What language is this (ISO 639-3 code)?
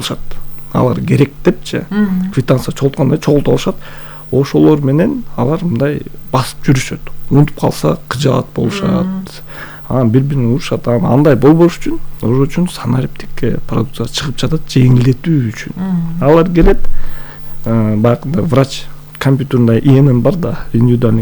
kir